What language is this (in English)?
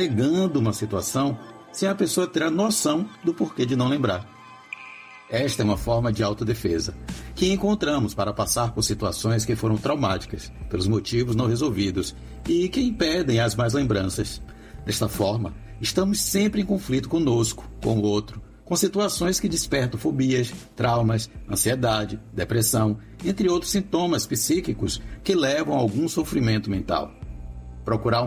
Portuguese